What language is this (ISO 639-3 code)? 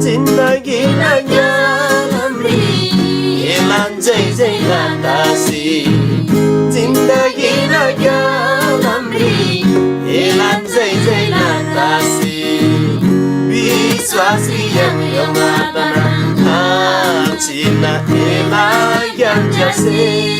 taj